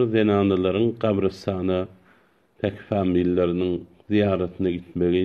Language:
Turkmen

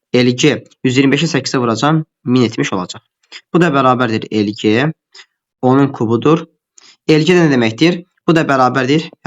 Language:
Azerbaijani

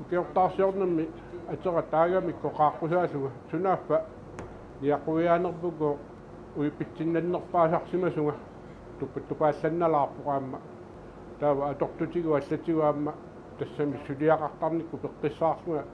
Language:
Kalaallisut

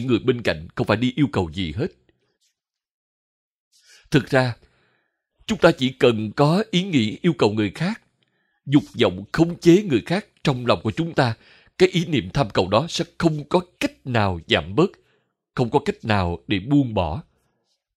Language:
Vietnamese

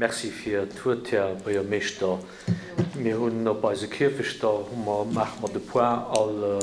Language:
Luxembourgish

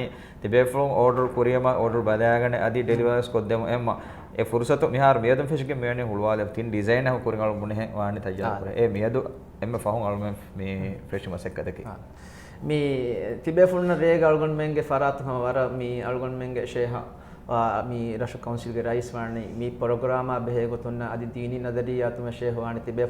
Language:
Divehi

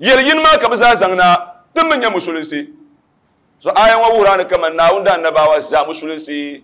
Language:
Dagbani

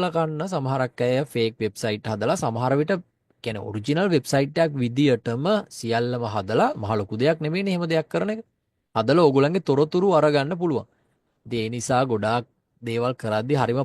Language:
Sinhala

